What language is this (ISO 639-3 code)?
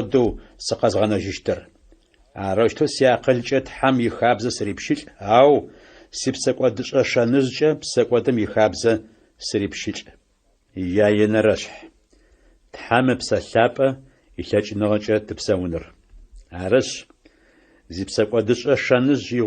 ady